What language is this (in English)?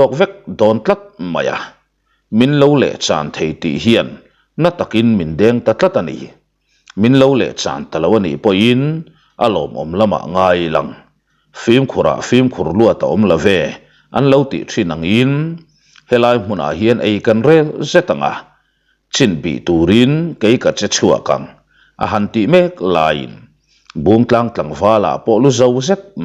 Mizo